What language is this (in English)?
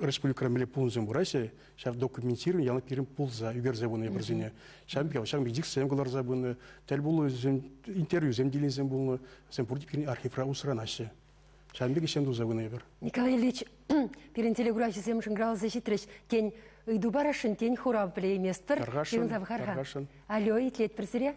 Chuvash